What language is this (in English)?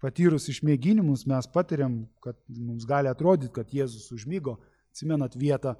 Lithuanian